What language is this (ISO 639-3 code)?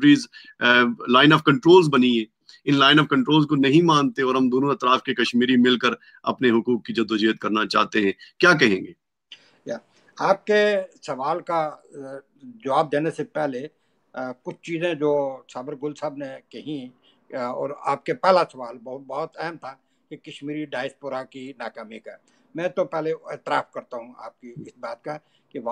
urd